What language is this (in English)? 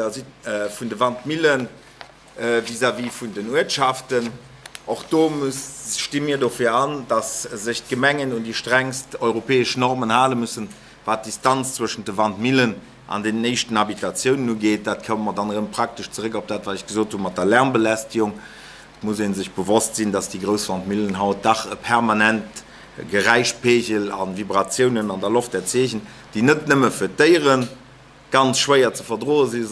Luxembourgish